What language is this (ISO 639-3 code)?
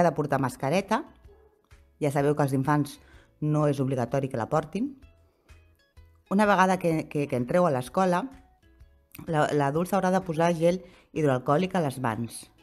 cat